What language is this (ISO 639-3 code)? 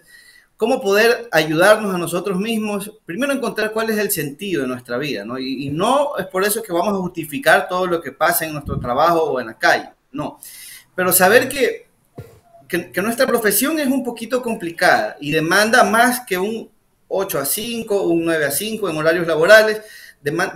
spa